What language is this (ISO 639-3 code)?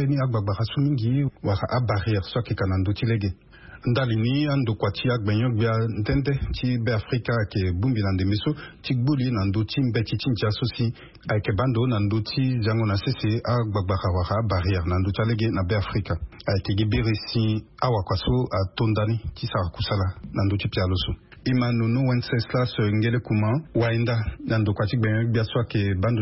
sag